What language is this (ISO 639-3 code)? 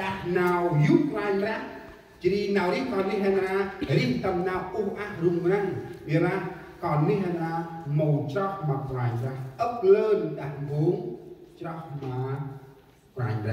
cmo